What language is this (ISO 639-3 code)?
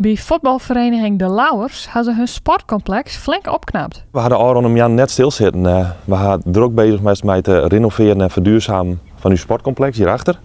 fry